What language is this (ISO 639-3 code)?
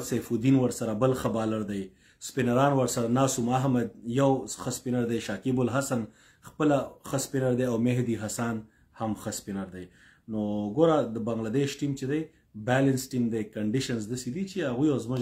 pus